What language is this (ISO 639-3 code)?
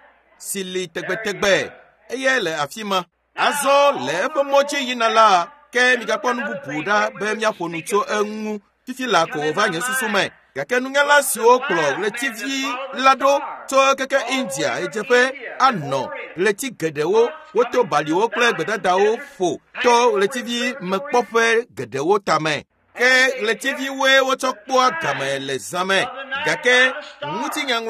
ewe